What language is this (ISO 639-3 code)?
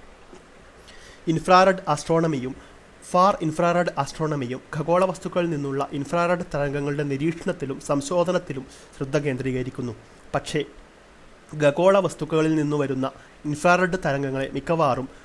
mal